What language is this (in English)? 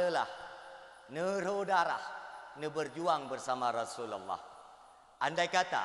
Achinese